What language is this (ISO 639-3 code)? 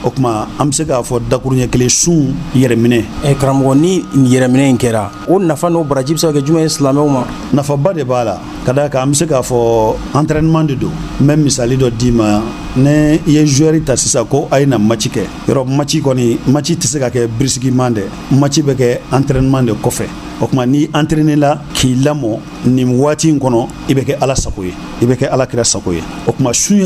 bam